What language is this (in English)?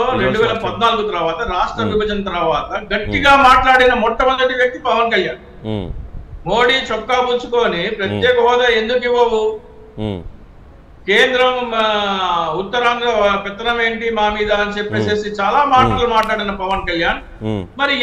Telugu